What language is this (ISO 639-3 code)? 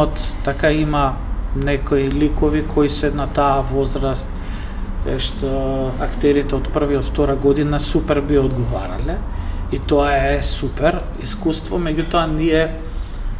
mkd